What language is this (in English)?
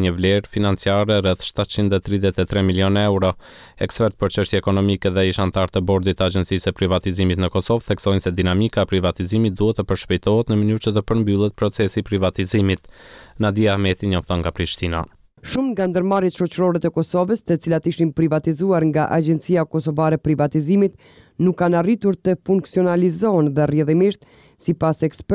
Albanian